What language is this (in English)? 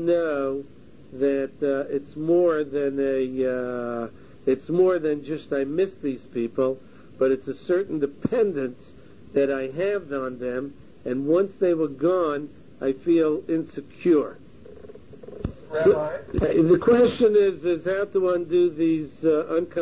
English